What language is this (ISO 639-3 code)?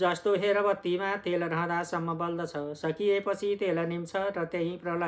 nep